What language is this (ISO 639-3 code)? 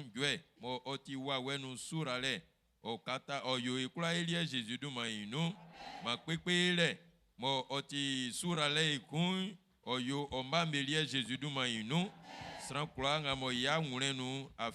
bci